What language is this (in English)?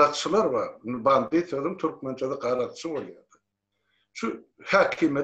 Turkmen